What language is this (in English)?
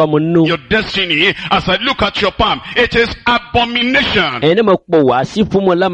Ewe